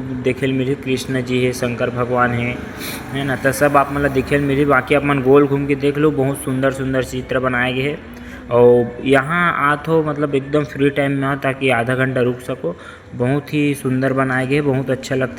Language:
Chhattisgarhi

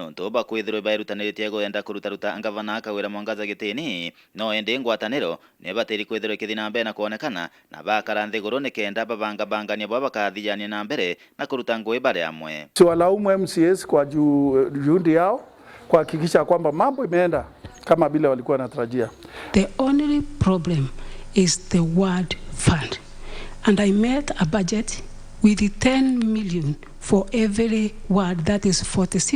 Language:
Meru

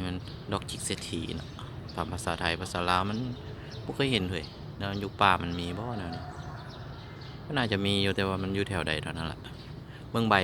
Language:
Lao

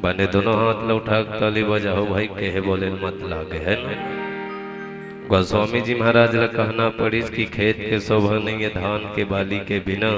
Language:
Chhattisgarhi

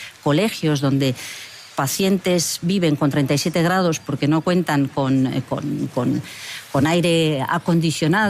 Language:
Spanish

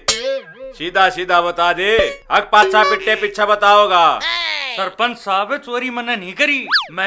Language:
Haryanvi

